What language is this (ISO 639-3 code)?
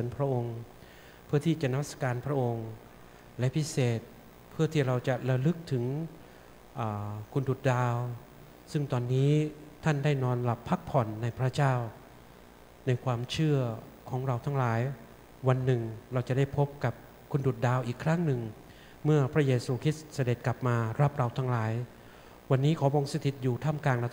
tha